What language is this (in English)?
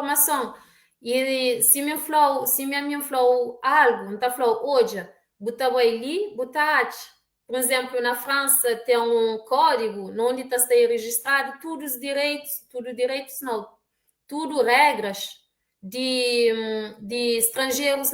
Kabuverdianu